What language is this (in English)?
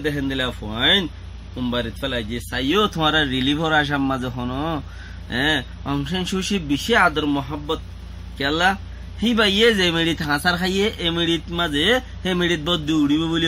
Rohingya